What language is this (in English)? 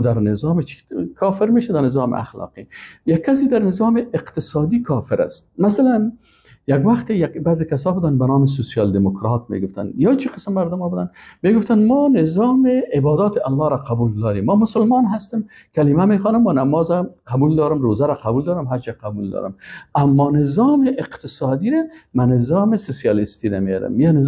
Persian